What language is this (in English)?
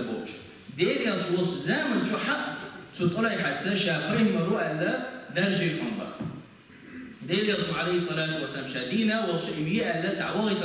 Chechen